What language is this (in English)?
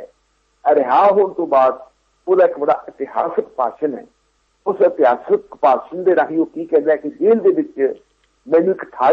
Punjabi